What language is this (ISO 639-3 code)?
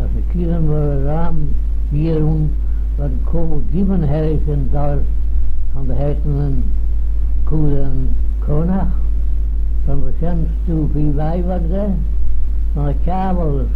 glv